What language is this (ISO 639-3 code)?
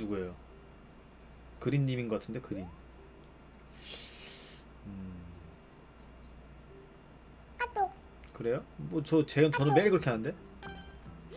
kor